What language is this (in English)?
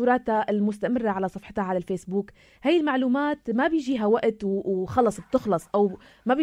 North Levantine Arabic